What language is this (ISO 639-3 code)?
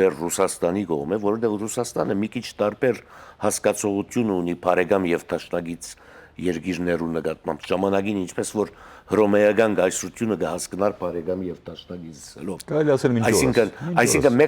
hyw